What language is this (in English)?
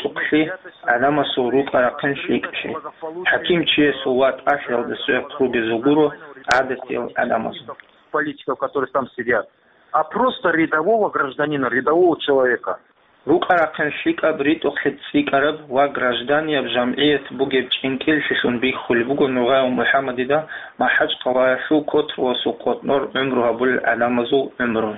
Avaric